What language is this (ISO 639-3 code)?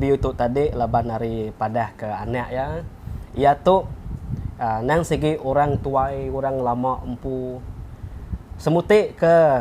iba